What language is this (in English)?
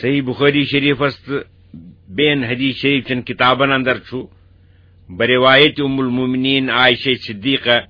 Kashmiri